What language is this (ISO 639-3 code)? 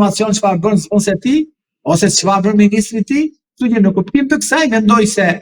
sqi